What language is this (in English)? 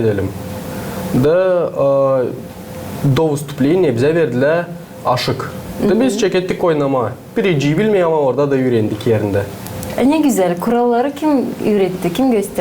Gagauz